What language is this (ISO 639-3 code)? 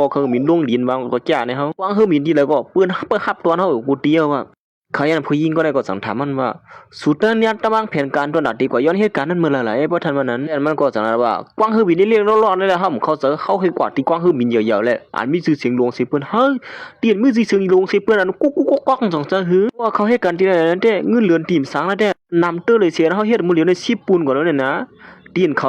shn